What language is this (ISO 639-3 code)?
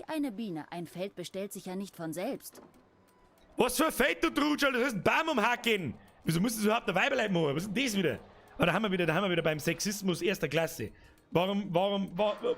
bar